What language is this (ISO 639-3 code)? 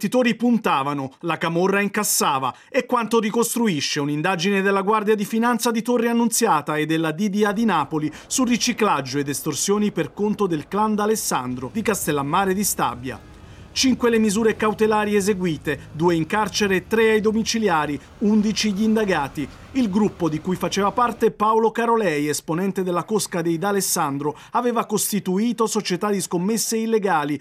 ita